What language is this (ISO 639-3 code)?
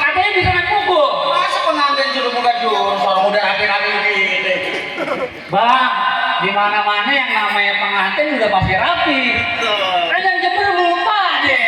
bew